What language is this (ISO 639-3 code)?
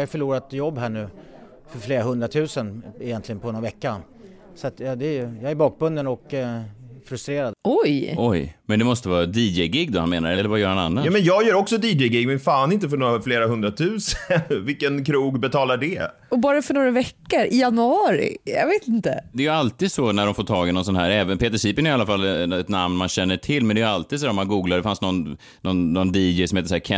swe